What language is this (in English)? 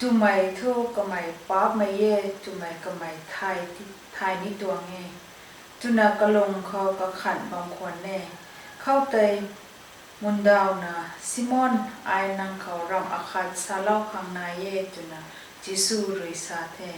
Rongmei Naga